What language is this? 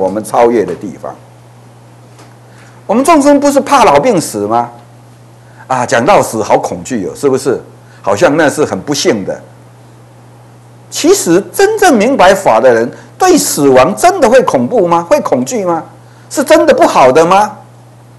Chinese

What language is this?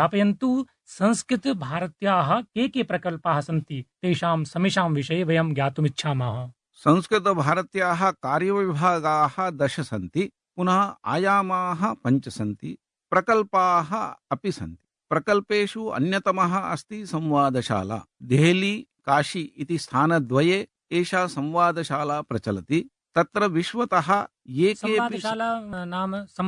Sanskrit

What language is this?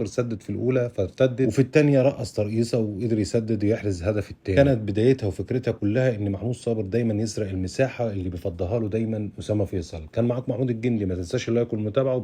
Egyptian Arabic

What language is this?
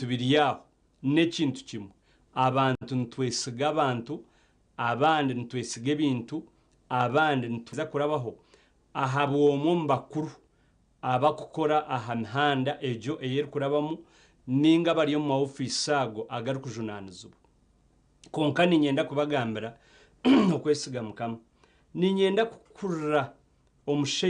Nyankole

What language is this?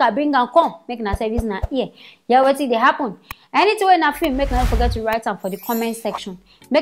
Nigerian Pidgin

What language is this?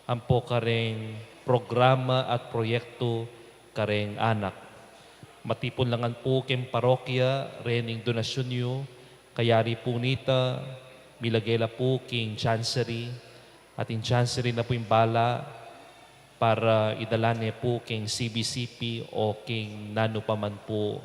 Pampanga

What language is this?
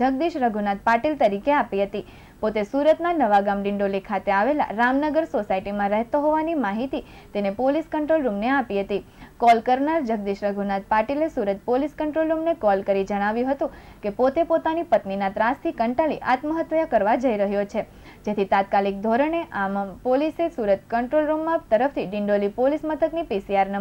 Gujarati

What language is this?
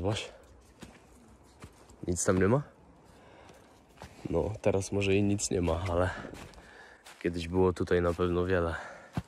Polish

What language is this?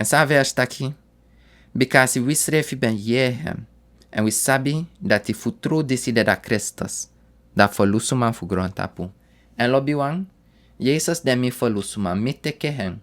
Sranan Tongo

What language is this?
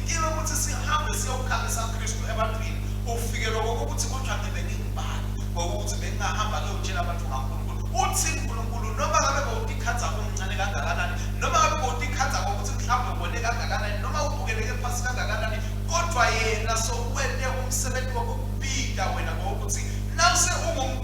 Swati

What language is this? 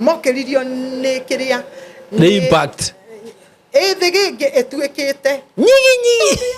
Kikuyu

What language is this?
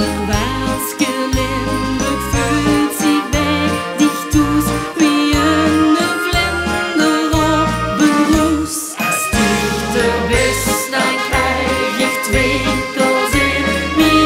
Limburgish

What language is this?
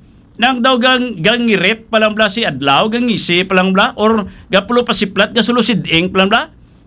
Hiligaynon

